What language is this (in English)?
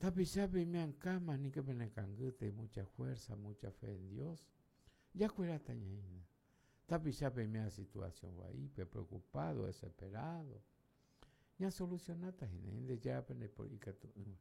Guarani